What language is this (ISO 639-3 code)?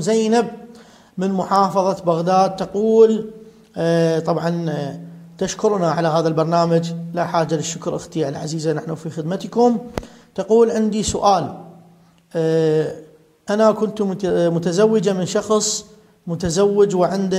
acm